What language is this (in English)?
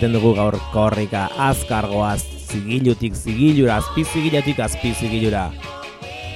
Basque